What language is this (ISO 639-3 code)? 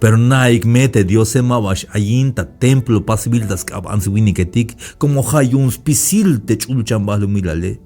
tzh